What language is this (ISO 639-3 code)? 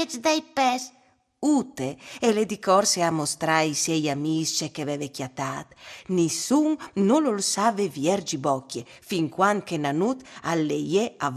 fur